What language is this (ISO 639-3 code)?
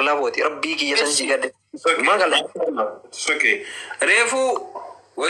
orm